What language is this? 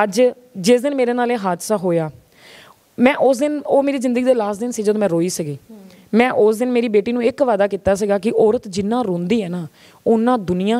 Punjabi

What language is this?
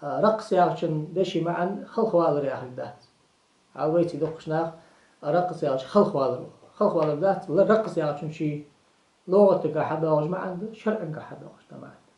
Ingush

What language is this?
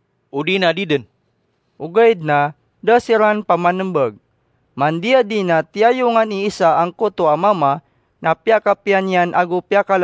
Maranao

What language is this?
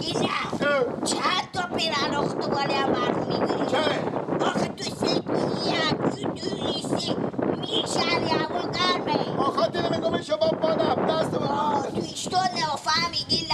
Persian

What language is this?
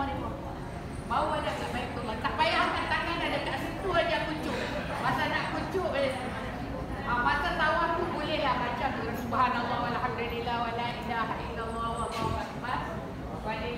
Malay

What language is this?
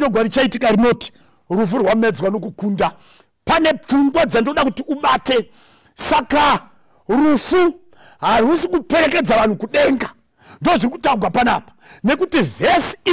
Shona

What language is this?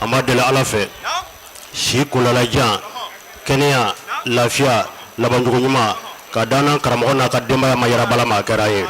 Bambara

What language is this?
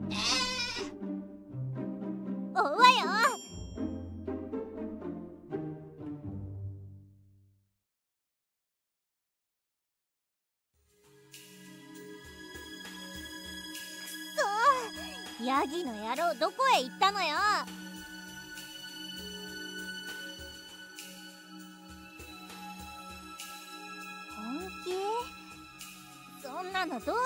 Japanese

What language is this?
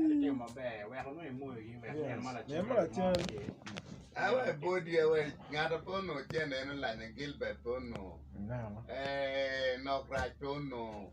Acoli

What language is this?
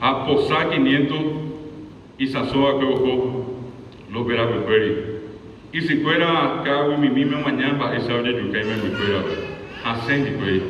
Guarani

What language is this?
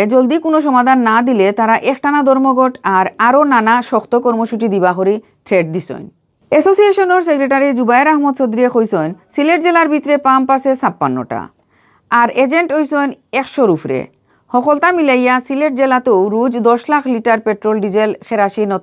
Sylheti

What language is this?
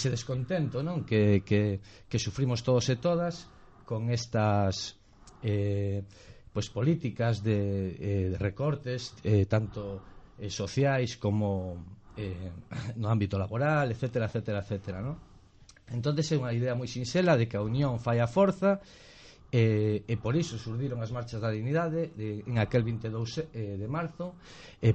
Galician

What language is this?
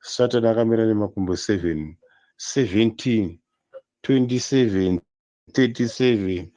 Shona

